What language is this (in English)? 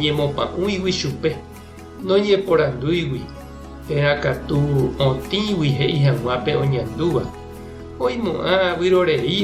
Guarani